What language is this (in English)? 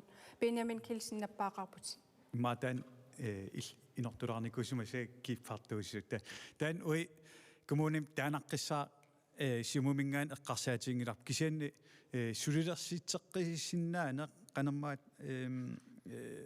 Kalaallisut